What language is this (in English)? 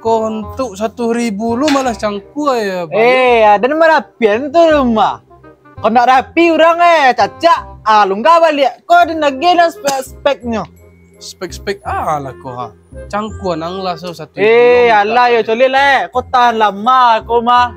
Minangkabau